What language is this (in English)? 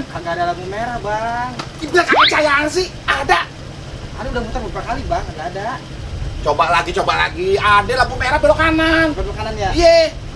Betawi